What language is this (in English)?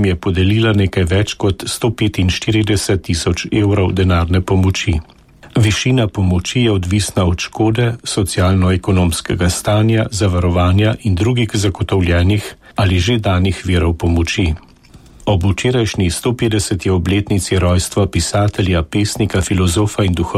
Slovenian